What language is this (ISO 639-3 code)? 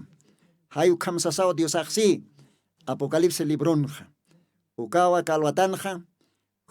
aym